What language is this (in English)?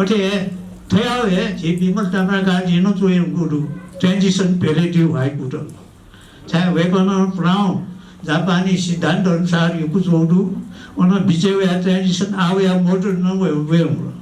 Newari